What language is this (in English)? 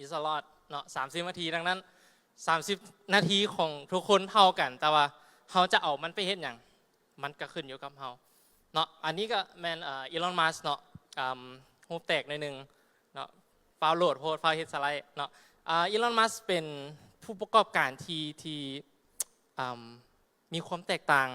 Lao